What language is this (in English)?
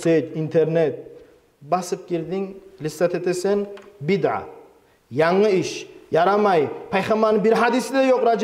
Kumyk